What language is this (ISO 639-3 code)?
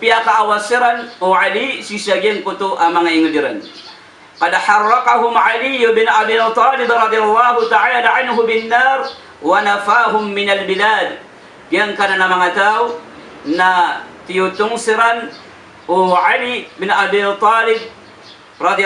mrw